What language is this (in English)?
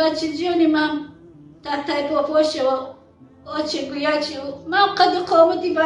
Tajik